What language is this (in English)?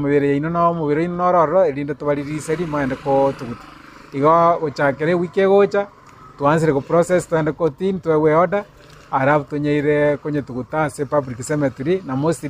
Gusii